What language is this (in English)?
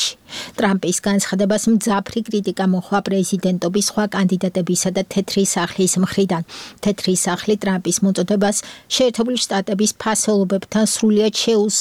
Georgian